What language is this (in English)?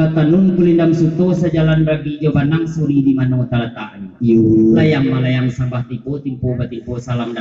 Minangkabau